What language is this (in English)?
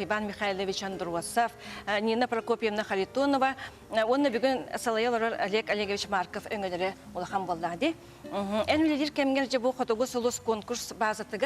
Yakut